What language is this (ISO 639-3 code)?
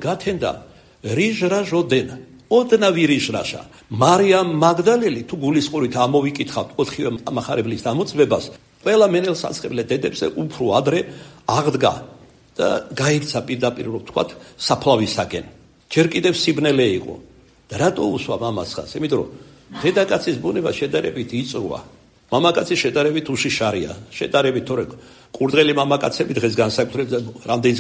kat